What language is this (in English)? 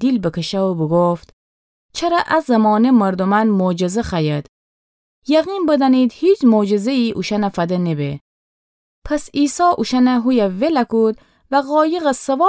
Gilaki